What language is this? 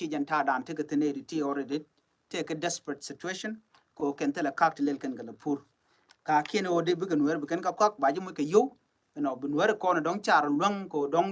Nuer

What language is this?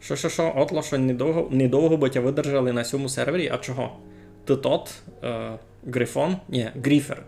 Rusyn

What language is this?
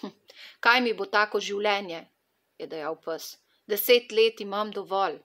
Slovenian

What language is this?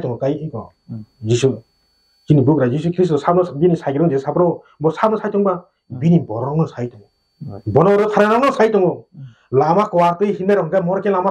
Kok Borok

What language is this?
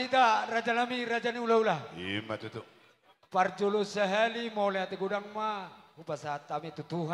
Batak Toba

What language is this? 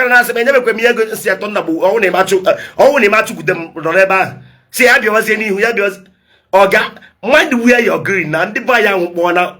Igbo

